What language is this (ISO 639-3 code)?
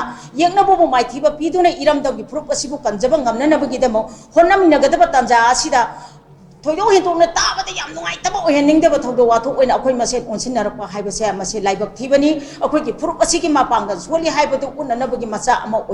mni